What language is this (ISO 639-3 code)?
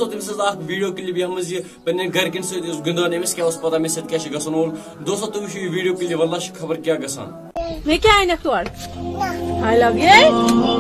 kas